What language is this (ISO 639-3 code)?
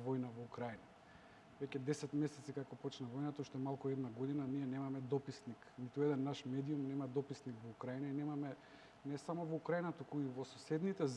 mkd